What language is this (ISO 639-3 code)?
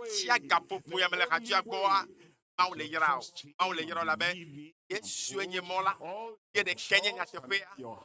ewe